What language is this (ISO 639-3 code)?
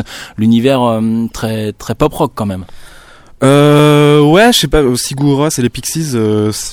fra